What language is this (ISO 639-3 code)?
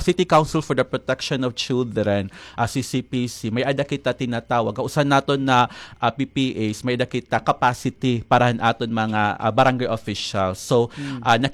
war